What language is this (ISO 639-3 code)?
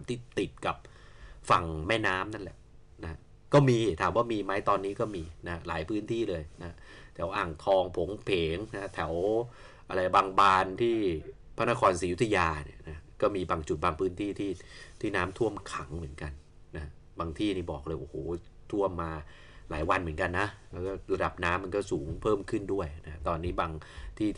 tha